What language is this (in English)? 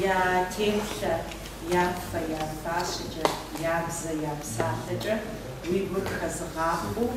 Kabardian